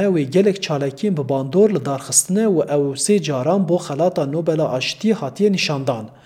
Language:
Kurdish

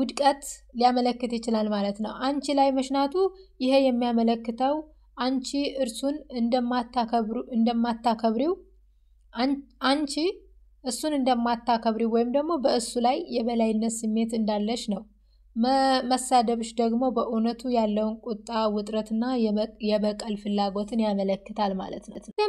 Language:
Amharic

